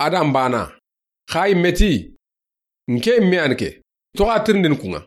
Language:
Soninke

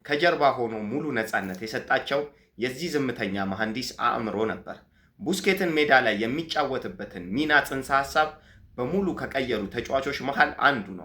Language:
Amharic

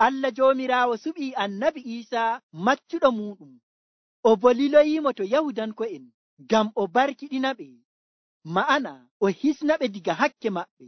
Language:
Nigerian Fulfulde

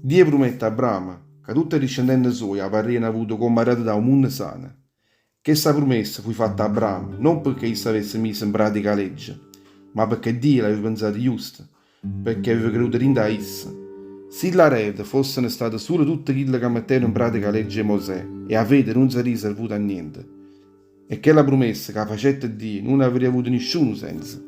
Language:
Neapolitan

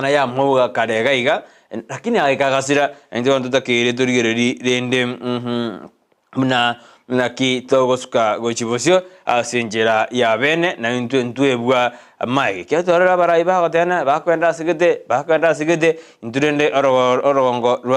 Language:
Gusii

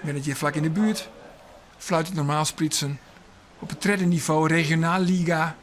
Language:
Western Frisian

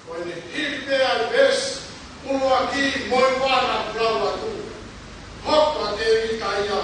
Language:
Tongan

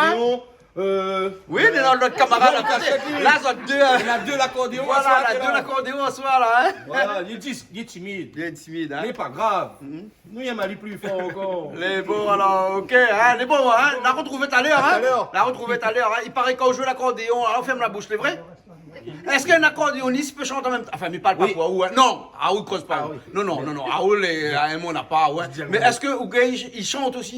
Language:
Réunion Creole French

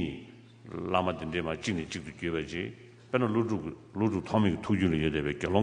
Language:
Tibetan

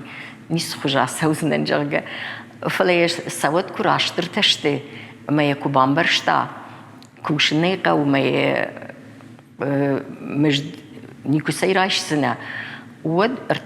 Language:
Ossetic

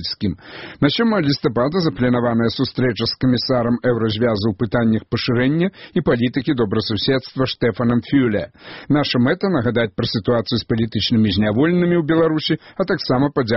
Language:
Belarusian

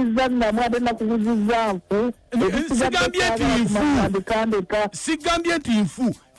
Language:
Ganda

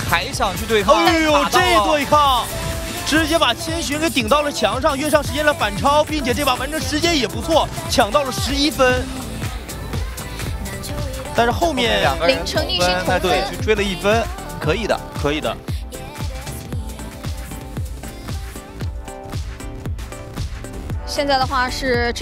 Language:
Chinese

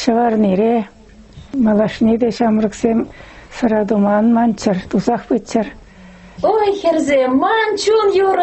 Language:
Chuvash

